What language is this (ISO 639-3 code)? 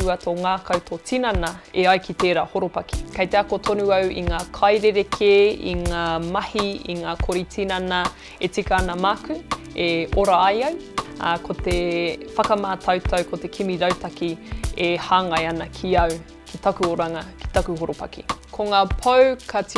mri